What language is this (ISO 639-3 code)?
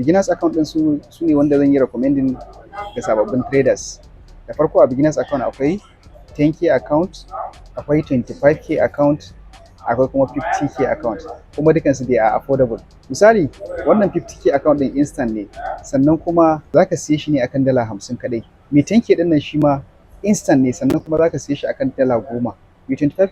hau